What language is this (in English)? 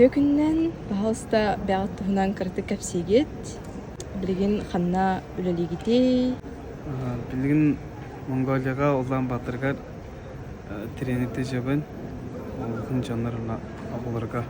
Yakut